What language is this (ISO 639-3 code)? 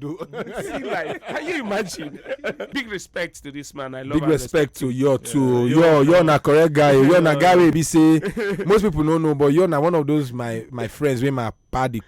pcm